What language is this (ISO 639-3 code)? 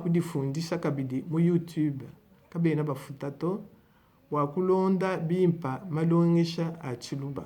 lua